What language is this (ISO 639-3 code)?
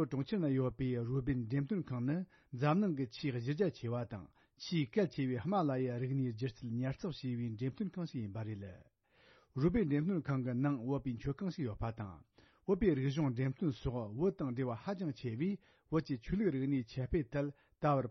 bod